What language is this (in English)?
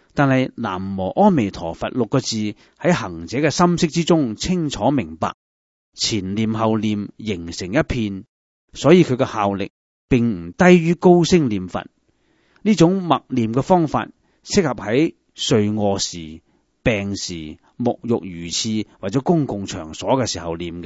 Cantonese